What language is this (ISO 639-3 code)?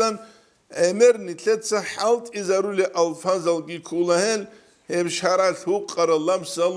ava